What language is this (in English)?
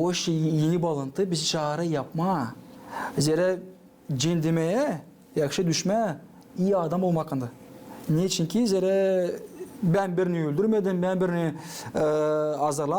Gagauz